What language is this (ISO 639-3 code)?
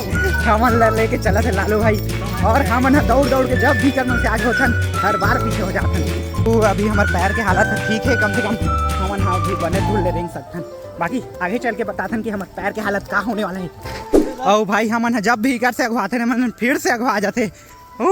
hne